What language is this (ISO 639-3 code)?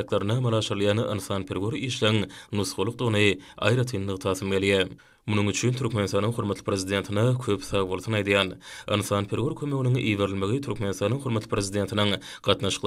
tuk